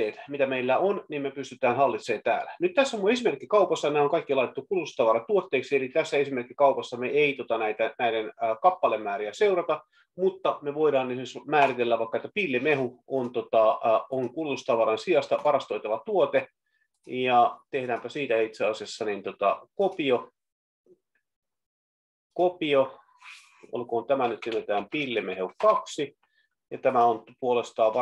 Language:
Finnish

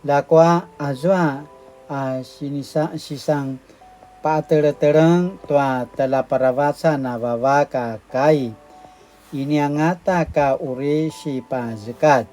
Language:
Paiwan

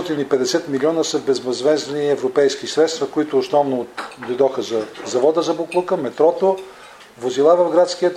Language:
Bulgarian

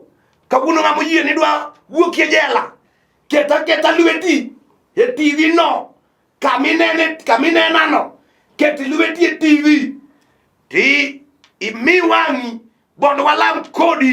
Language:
Luo (Kenya and Tanzania)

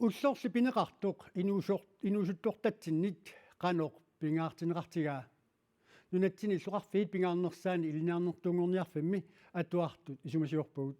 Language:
Kalaallisut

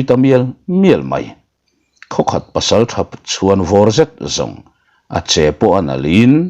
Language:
Mizo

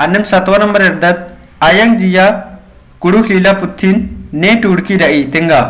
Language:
Kurukh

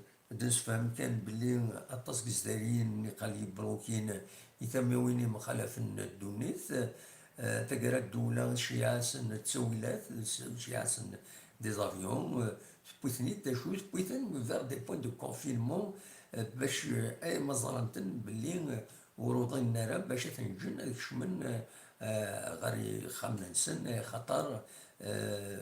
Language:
Kabyle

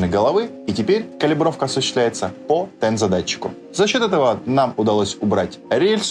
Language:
Russian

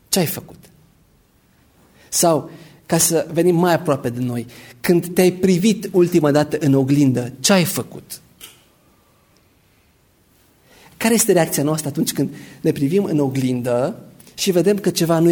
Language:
Romanian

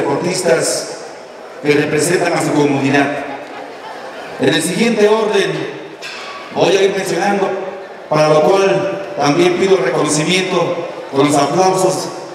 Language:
Spanish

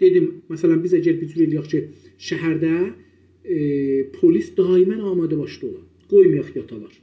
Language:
South Azerbaijani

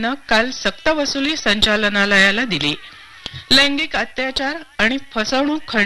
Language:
Marathi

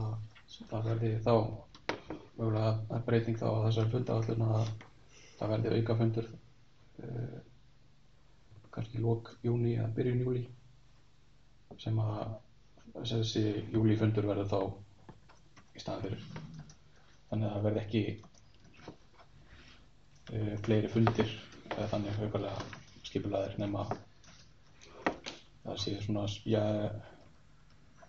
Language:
Icelandic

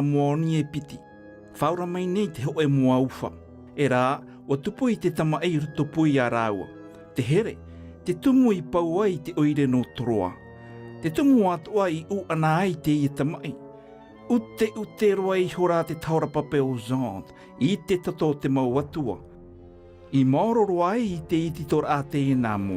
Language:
Tahitian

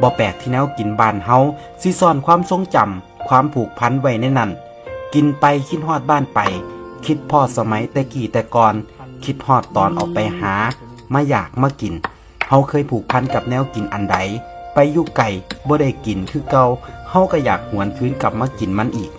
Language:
Northeastern Thai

